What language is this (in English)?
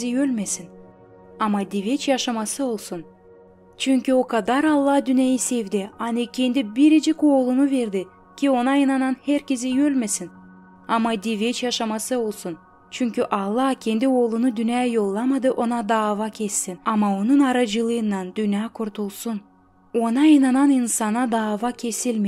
Gagauz